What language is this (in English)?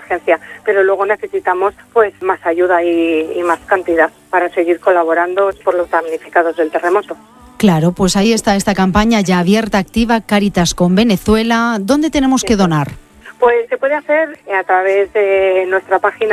Spanish